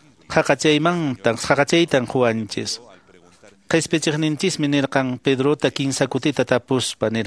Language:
Quechua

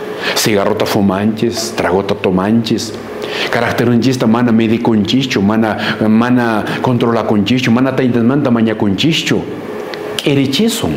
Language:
Quechua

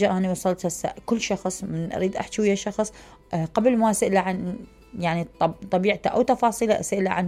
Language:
Mesopotamian Arabic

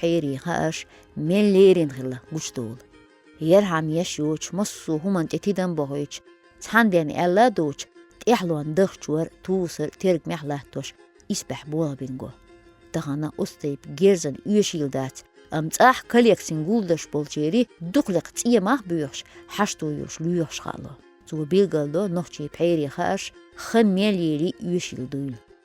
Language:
Chechen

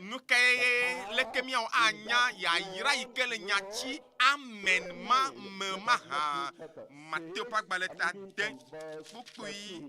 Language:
Ewe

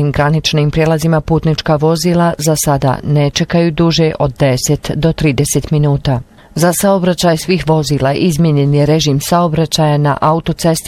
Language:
Bosnian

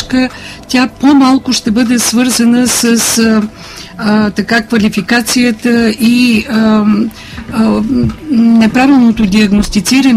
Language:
Bulgarian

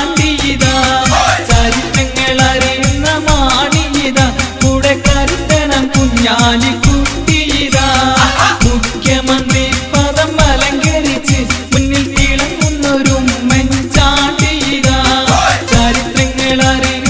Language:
Malayalam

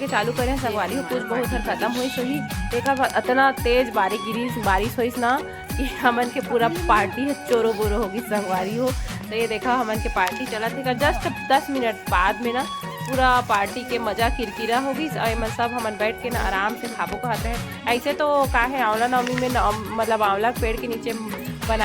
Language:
Chhattisgarhi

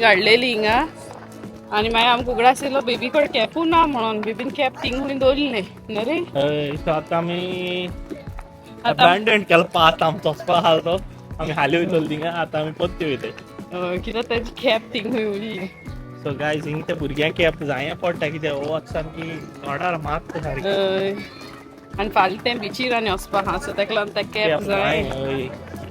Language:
Konkani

